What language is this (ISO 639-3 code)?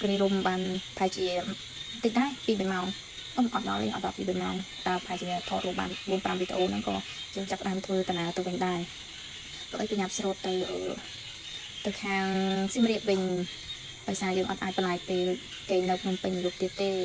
khm